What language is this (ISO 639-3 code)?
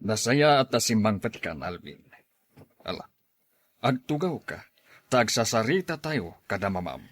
ilo